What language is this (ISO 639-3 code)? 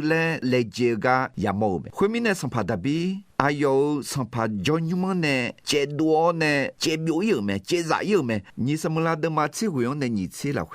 ahk